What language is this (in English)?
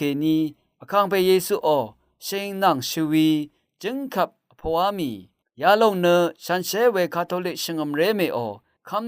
Rawang